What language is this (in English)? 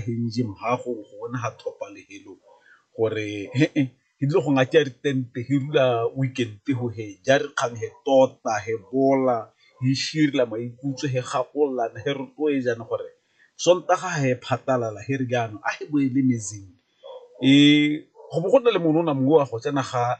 Tswana